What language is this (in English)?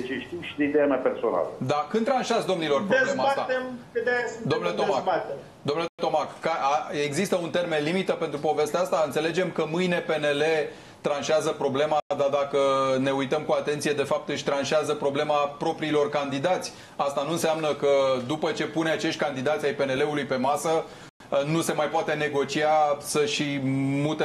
Romanian